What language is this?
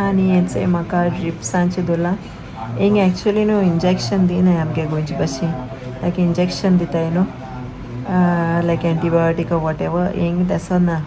Konkani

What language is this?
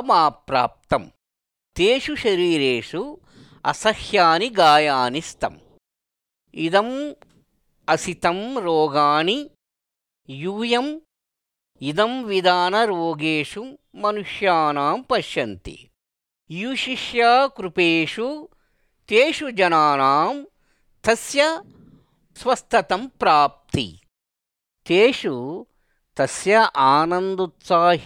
Sanskrit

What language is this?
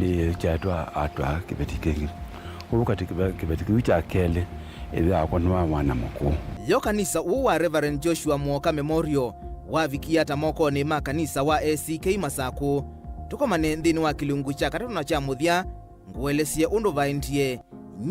Kamba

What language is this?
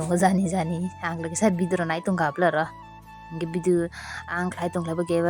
Kok Borok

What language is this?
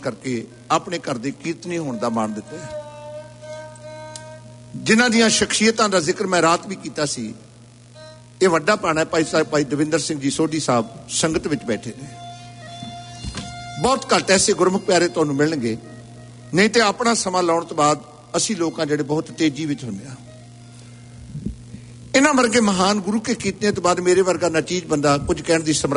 Punjabi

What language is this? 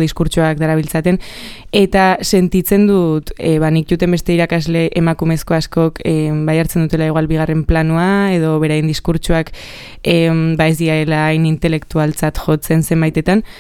Basque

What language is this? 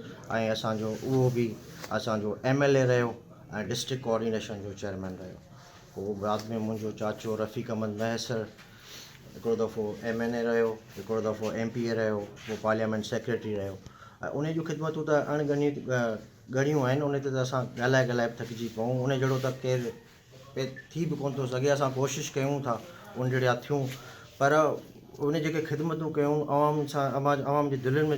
Sindhi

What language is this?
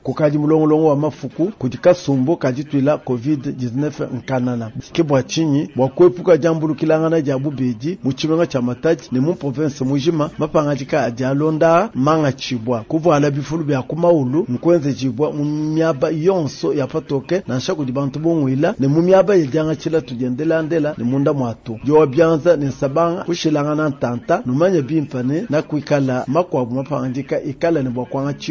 Luba-Lulua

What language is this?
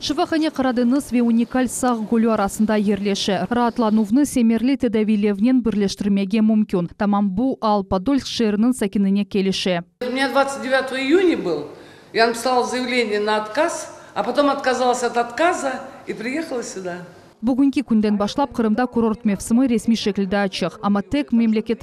Crimean Tatar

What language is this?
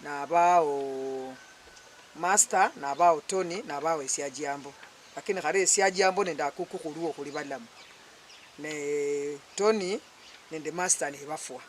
Luyia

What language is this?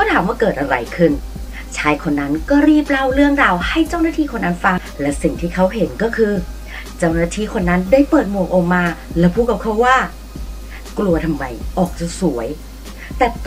Thai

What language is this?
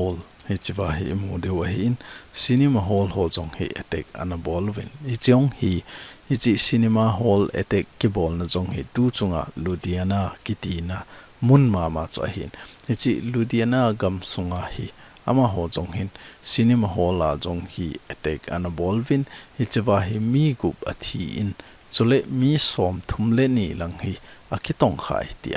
Thado Chin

